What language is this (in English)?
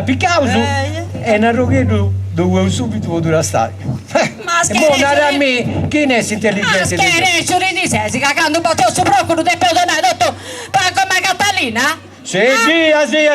Sardinian